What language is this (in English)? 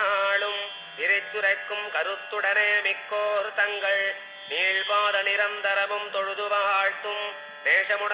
Tamil